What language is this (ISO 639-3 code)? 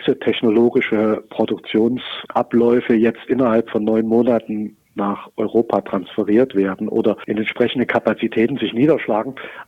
deu